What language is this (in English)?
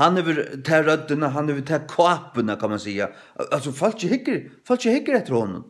Faroese